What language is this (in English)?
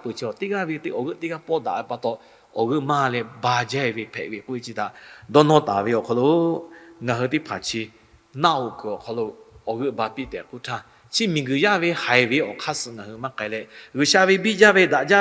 Lahu